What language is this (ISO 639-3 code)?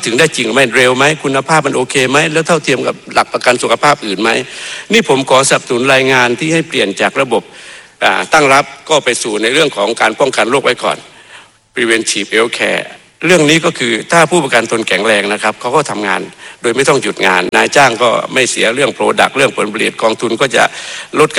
tha